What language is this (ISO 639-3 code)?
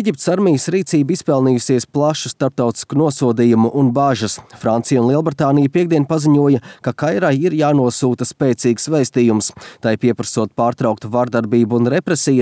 lav